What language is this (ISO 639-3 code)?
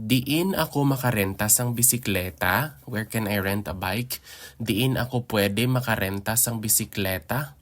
hil